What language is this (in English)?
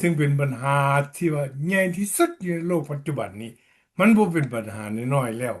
Lao